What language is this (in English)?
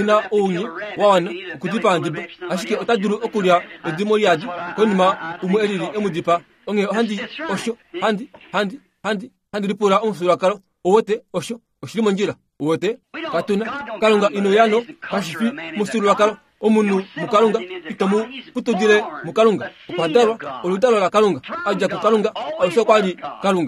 Kuanyama